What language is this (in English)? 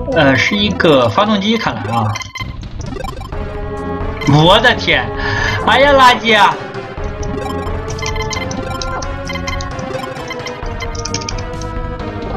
Chinese